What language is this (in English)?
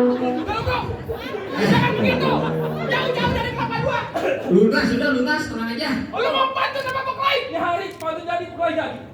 Betawi